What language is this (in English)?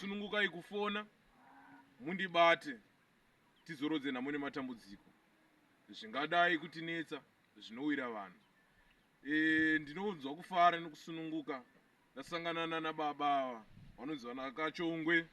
Shona